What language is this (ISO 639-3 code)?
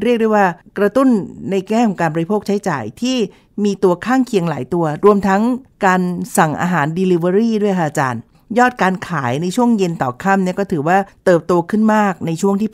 tha